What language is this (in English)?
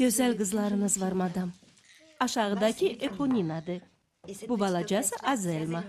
Azerbaijani